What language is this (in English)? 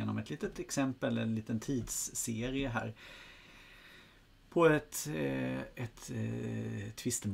Swedish